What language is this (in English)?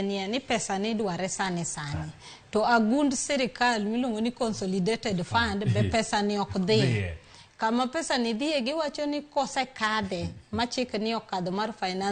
Luo (Kenya and Tanzania)